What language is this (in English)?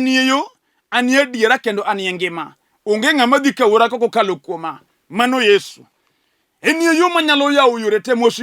Luo (Kenya and Tanzania)